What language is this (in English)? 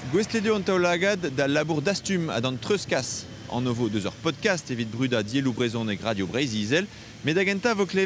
Breton